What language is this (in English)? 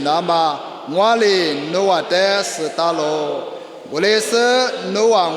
Lisu